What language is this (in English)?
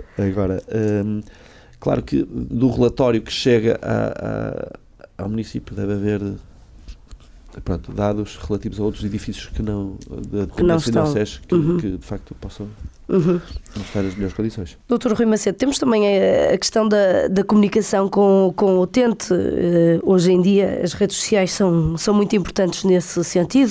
Portuguese